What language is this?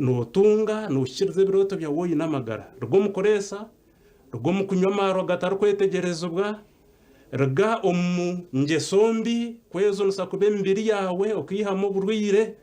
Nyankole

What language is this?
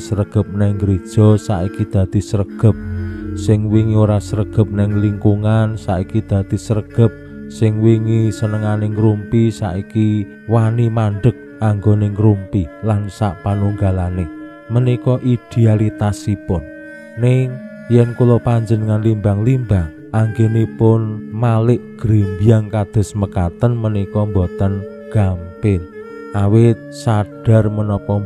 Javanese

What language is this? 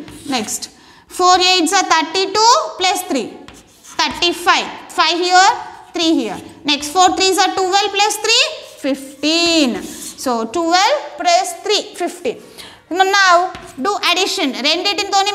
Telugu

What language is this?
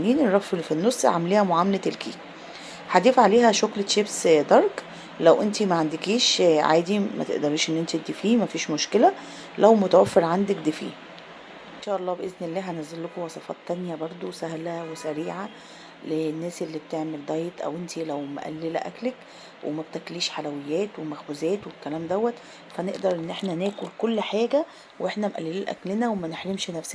Egyptian Arabic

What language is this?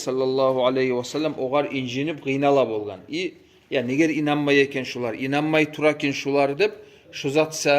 Kumyk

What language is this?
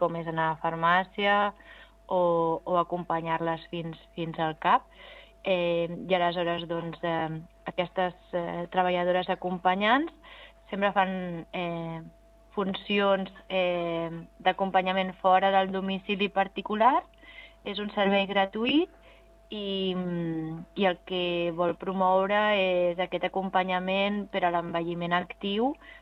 Catalan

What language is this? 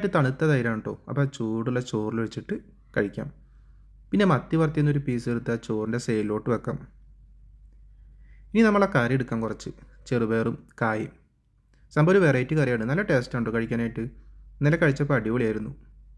Malayalam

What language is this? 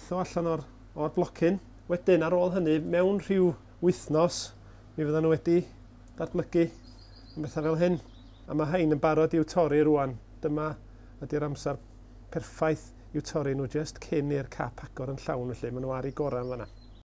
Welsh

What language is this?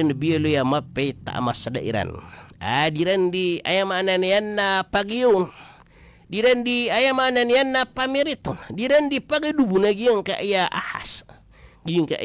Maranao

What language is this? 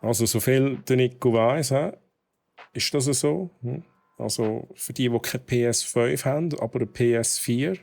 Swiss German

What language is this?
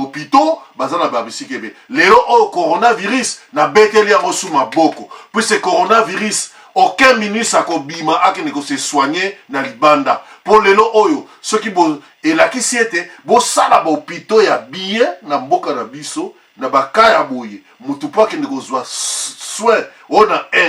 Lingala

